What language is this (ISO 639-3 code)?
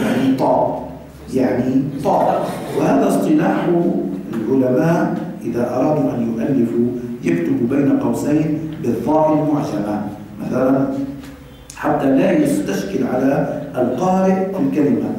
ara